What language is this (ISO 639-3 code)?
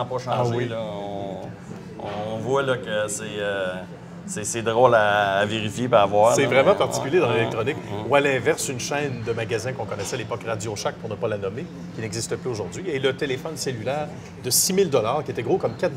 fra